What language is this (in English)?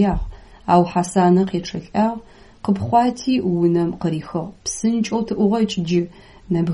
Adyghe